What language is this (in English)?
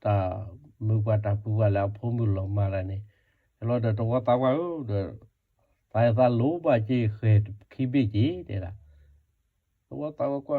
S'gaw Karen